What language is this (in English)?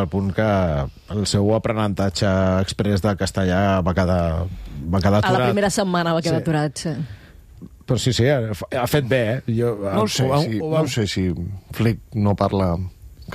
Catalan